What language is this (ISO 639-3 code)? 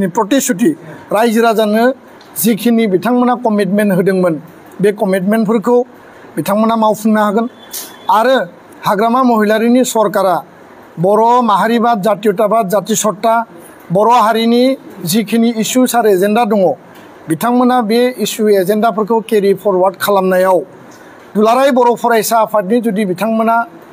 brx